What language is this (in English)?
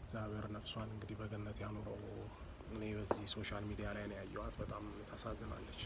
Amharic